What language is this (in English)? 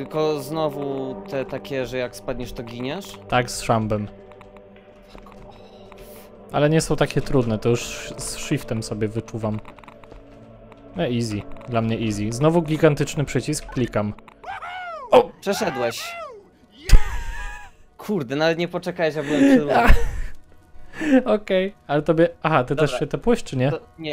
Polish